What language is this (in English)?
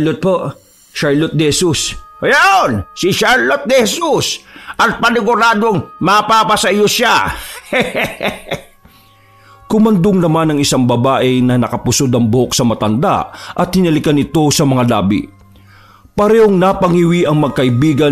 Filipino